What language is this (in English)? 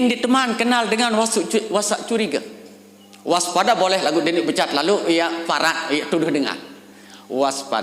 Sasak